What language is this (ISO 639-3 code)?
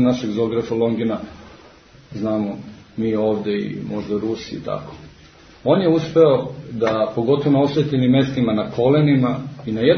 srp